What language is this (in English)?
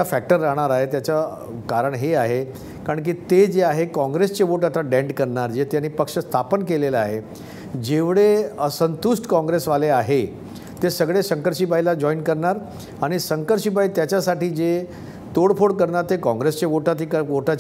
Marathi